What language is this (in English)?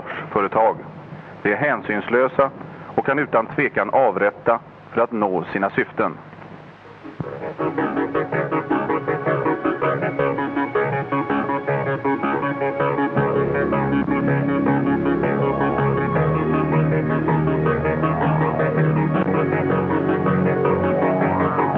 Swedish